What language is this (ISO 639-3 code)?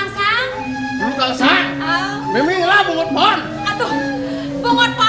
ban